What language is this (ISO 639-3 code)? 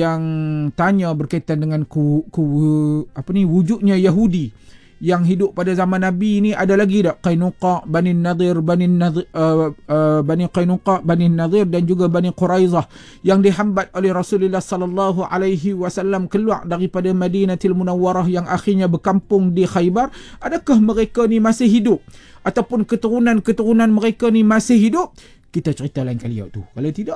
msa